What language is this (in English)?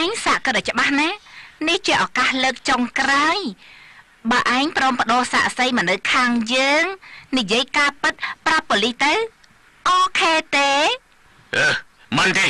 Khmer